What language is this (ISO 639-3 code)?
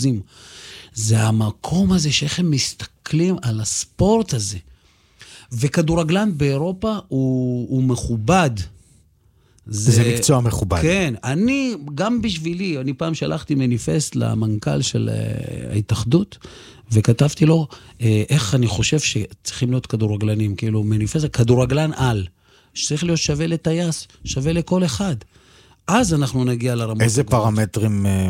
heb